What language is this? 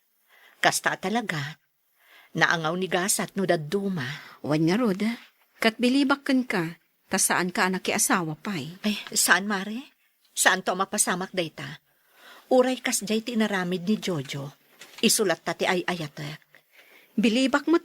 Iloko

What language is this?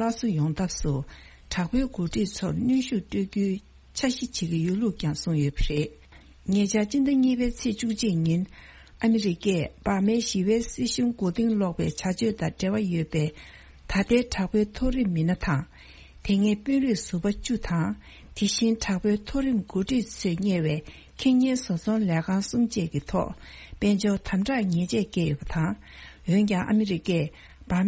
Tibetan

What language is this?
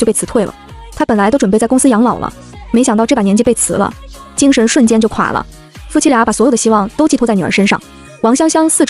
Chinese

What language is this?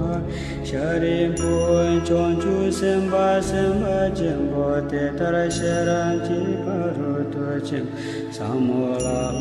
Tibetan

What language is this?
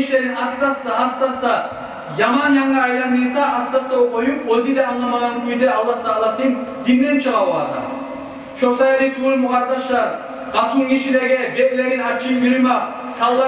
Kumyk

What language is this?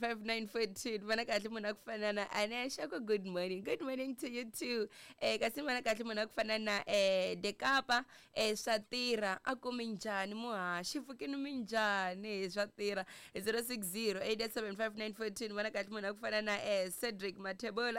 Tsonga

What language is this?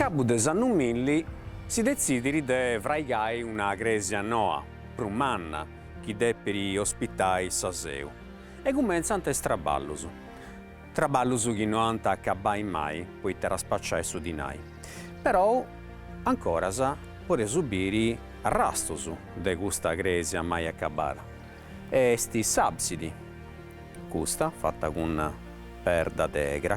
Sardinian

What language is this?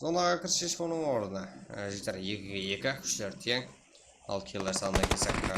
Kara-Kalpak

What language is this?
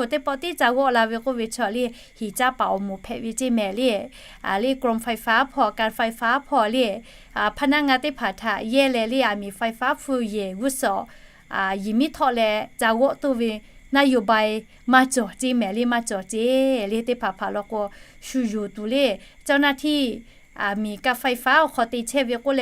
Lahu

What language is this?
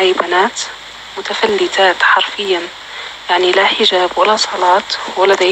North Levantine Arabic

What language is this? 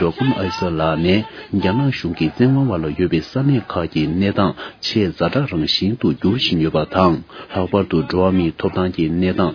Tibetan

